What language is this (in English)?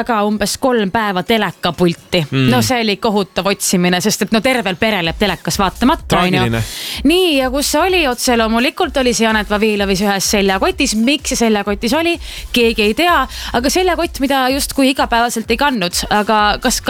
Estonian